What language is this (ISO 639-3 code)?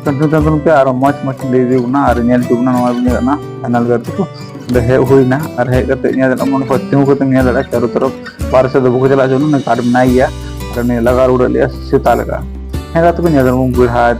sat